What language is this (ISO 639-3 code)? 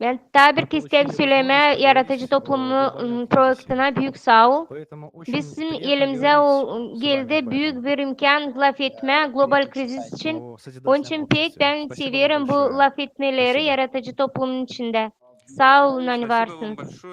gag